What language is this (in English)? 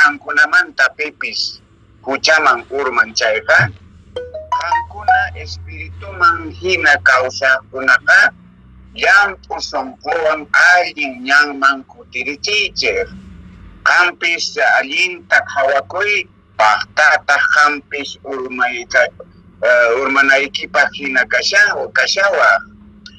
Quechua